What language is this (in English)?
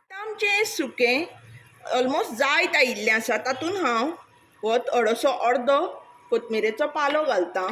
Konkani